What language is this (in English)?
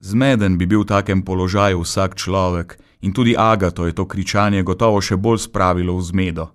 Slovenian